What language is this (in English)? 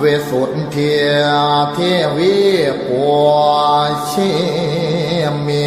Pali